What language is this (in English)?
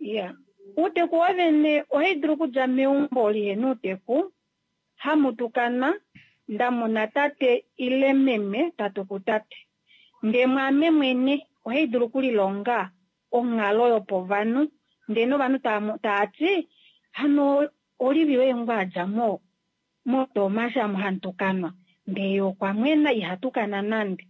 Kuanyama